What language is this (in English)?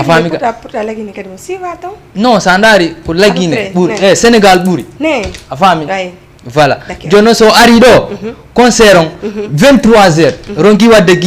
Fula